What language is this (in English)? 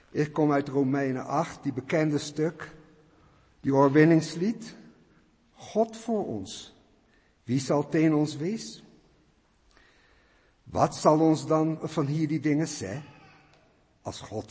Afrikaans